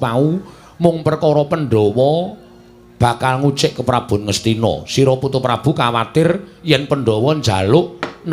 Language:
Javanese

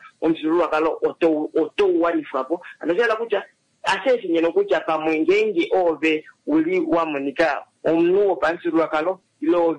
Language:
Kuanyama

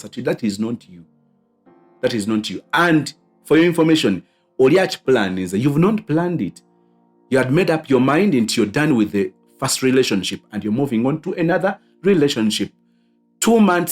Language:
Ganda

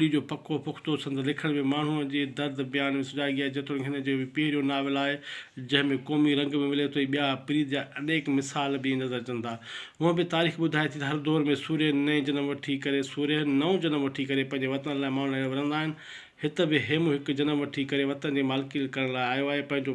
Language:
Sindhi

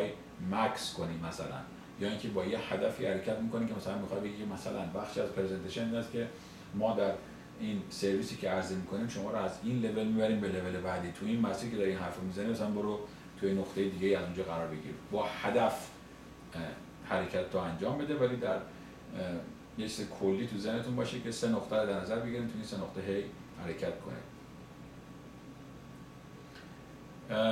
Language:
Persian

